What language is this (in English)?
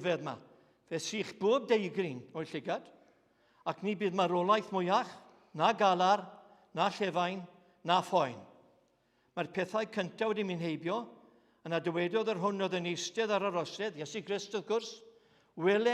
Welsh